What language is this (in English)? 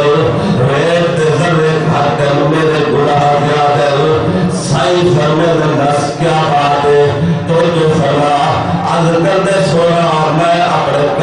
Saraiki